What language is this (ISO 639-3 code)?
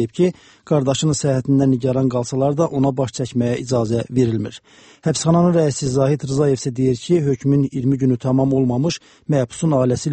aze